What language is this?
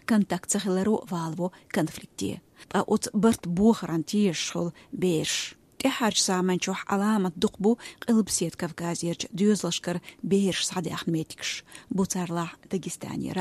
Chechen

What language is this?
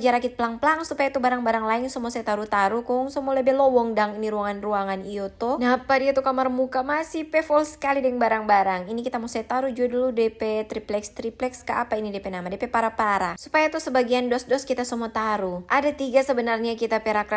Manado Malay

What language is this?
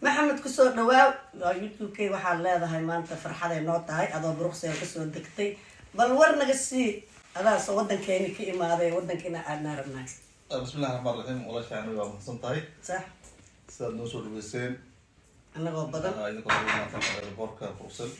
Somali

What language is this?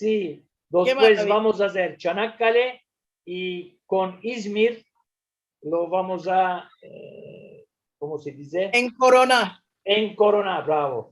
Ladino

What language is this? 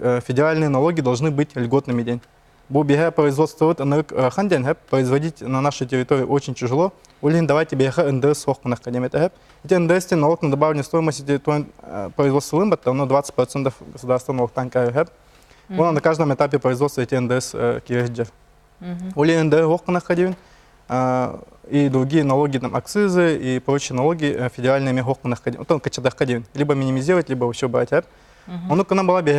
Yakut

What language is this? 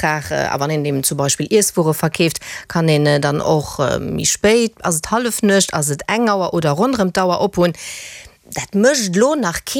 Luxembourgish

